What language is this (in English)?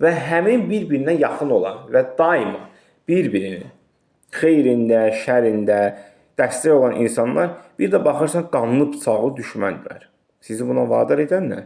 Azerbaijani